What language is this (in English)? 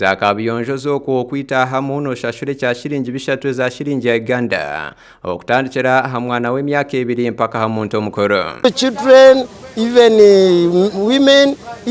Nyankole